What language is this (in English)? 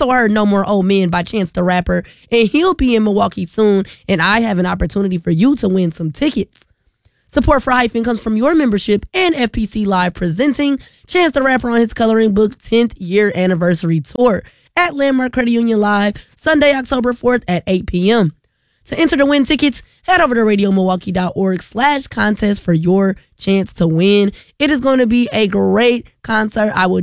English